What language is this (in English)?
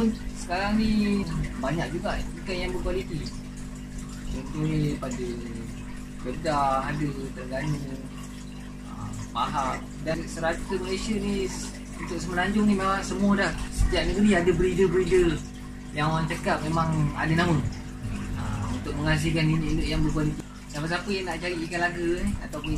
Malay